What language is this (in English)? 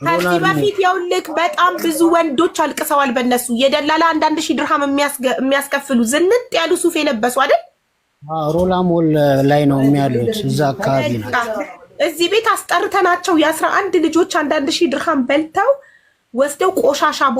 Amharic